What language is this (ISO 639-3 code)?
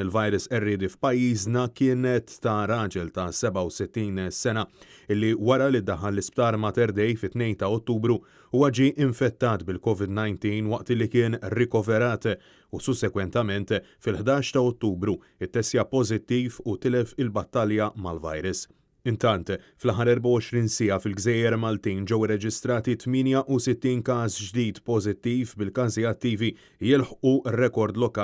mlt